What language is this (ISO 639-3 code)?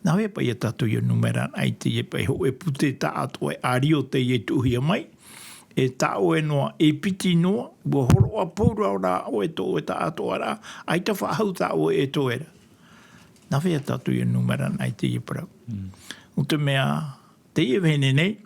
tah